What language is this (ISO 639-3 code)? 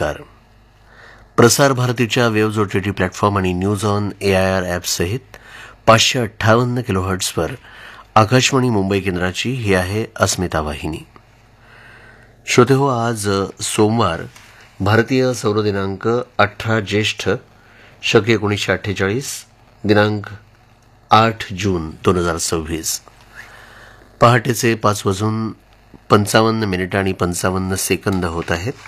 mar